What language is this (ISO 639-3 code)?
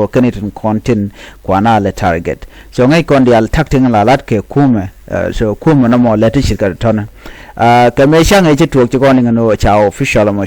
nus